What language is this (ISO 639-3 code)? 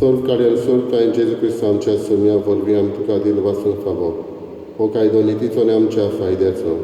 kok